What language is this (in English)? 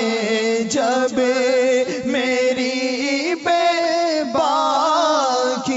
Urdu